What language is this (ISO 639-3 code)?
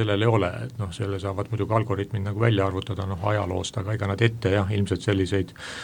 est